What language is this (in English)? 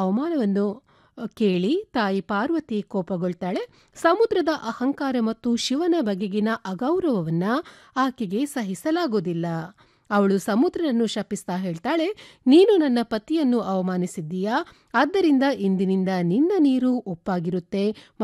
Kannada